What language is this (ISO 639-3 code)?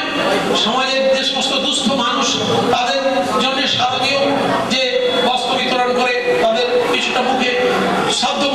ben